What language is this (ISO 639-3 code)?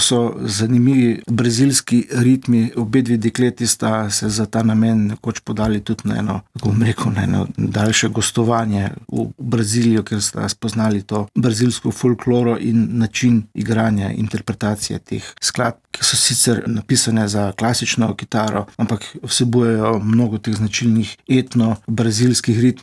slv